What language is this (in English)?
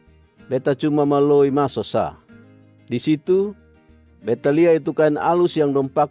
Kupang Malay